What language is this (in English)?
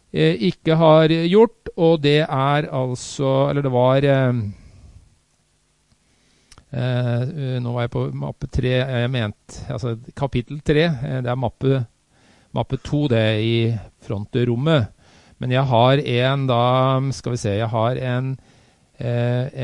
Norwegian